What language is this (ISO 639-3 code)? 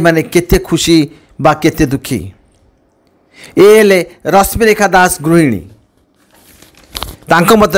ori